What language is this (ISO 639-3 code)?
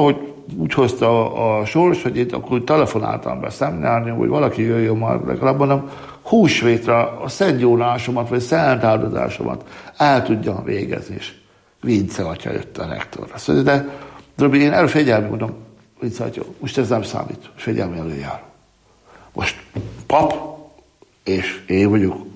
hun